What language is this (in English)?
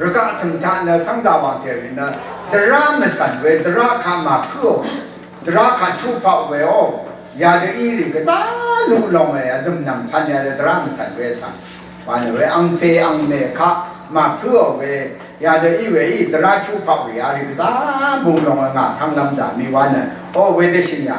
Rawang